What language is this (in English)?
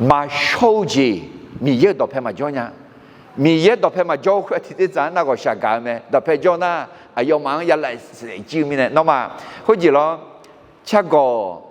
Akha